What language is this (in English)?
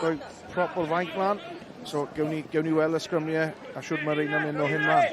Welsh